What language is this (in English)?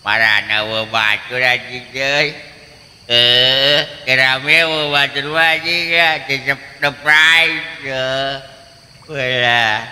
Sundanese